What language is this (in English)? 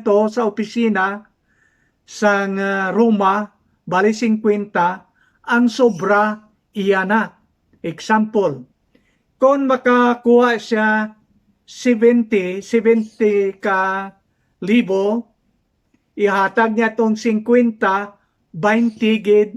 Hiligaynon